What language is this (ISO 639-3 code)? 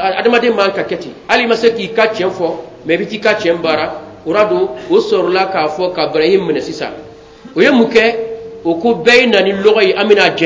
bam